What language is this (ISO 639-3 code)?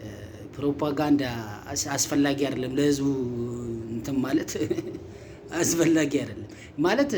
amh